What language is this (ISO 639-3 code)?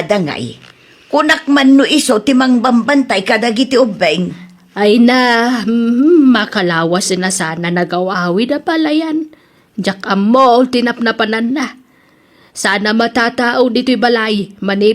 ilo